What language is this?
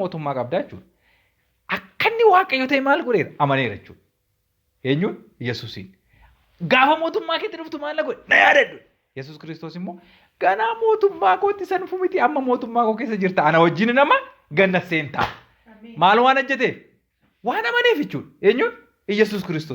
Oromo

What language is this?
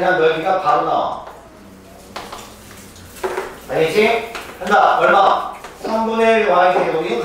Korean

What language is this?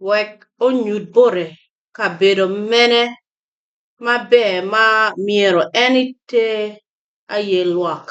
Acoli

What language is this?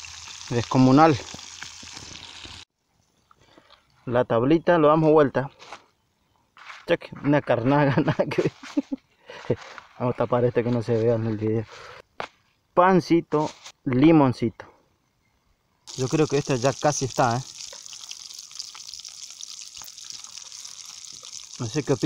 Spanish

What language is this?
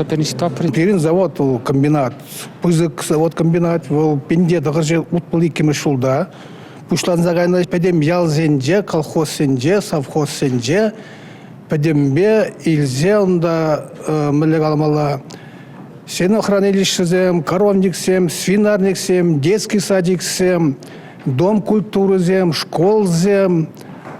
Chuvash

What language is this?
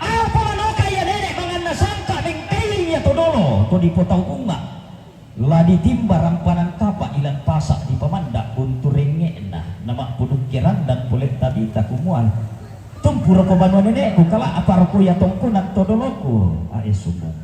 Toraja-Sa'dan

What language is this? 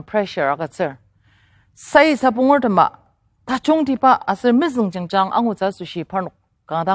Ao Naga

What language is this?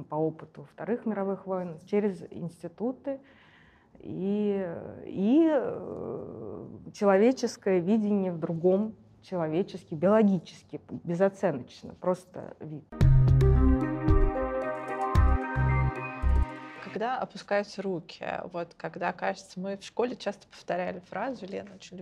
Russian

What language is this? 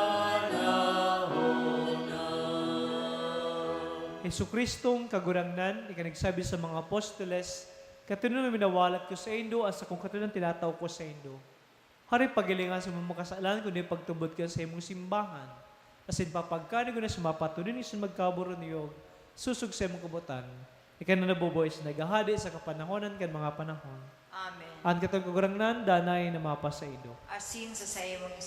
Bikol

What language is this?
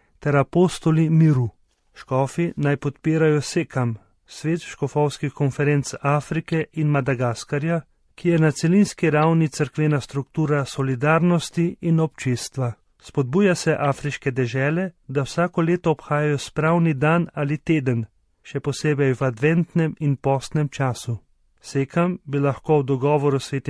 Slovenian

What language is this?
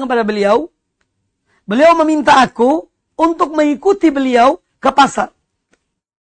Indonesian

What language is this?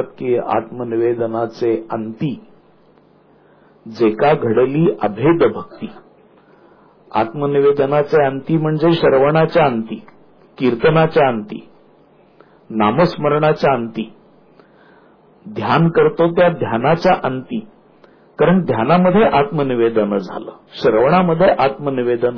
Marathi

